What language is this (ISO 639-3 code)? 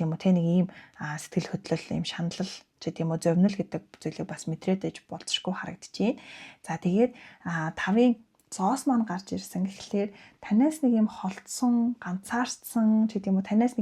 mon